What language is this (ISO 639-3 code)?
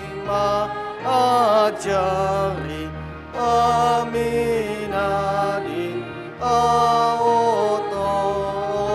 bbc